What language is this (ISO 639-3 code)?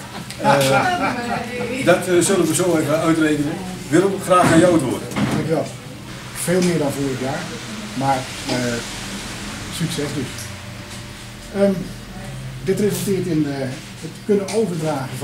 nld